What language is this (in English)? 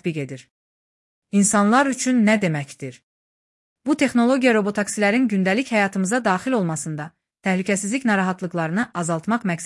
Azerbaijani